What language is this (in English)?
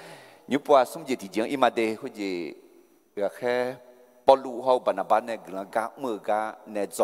Akha